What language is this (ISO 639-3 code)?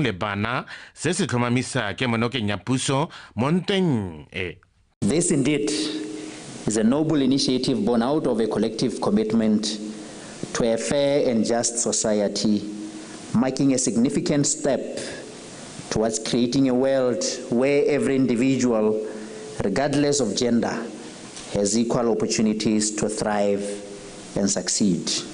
tsn